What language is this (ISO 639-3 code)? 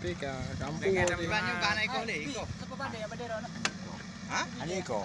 ace